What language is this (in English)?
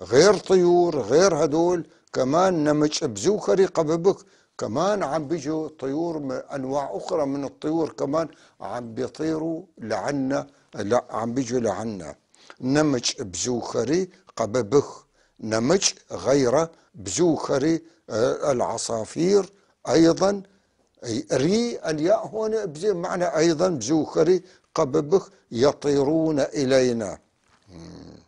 North Levantine Arabic